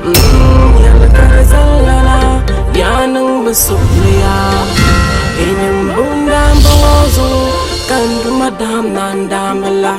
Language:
Dagbani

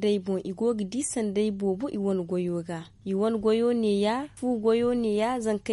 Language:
Zarma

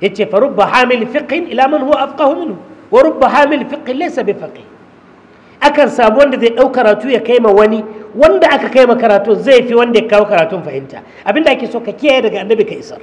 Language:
Hausa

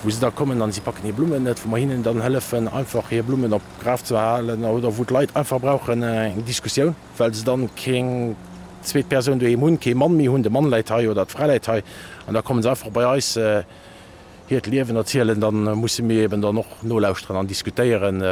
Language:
Luxembourgish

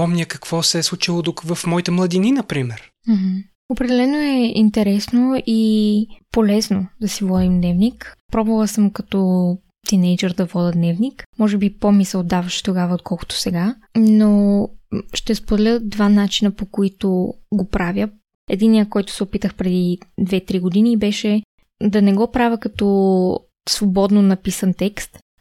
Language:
Bulgarian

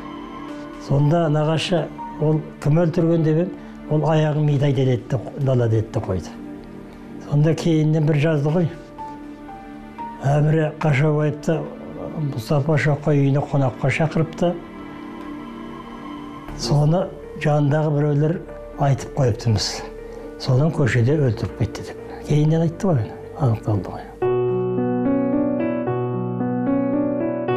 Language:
Kazakh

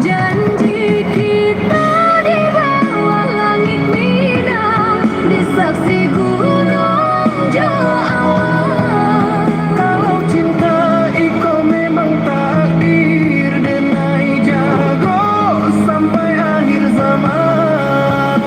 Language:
Minangkabau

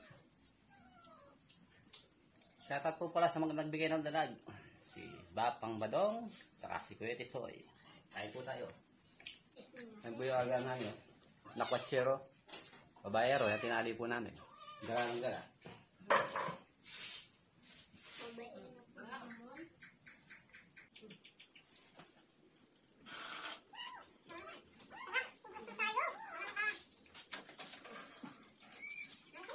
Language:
Filipino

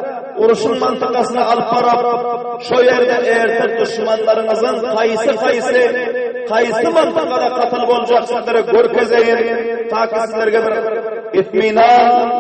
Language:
Turkmen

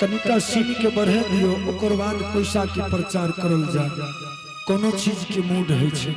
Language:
Angika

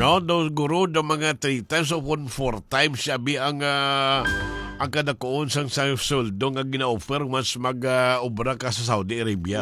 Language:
Hiligaynon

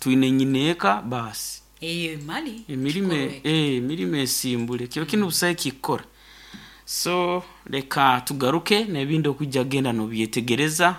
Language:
Nyoro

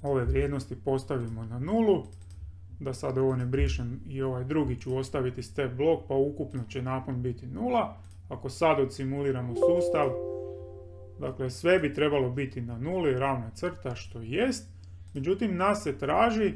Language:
Croatian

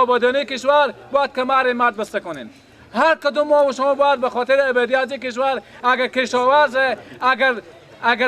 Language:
Persian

